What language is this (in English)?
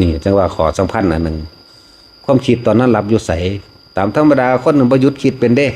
Northeastern Thai